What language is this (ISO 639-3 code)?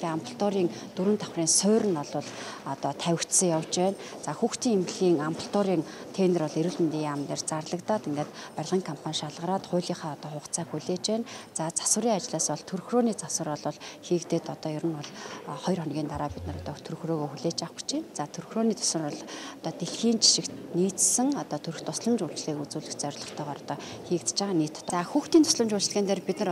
mon